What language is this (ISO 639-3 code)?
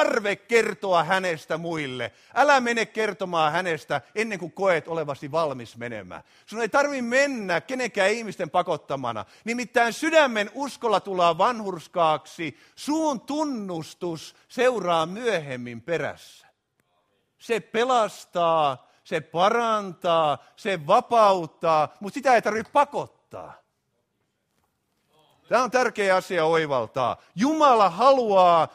fin